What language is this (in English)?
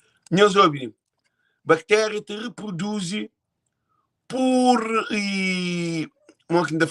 Kabuverdianu